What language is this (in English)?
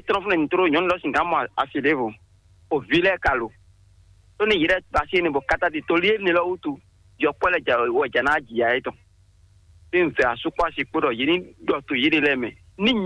Fon